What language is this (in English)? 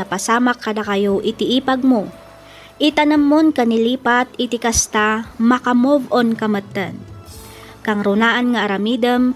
Iloko